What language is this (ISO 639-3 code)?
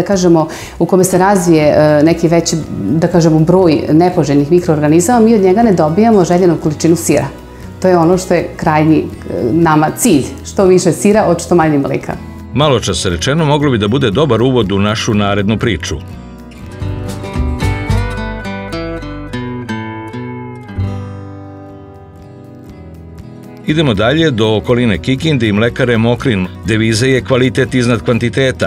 srp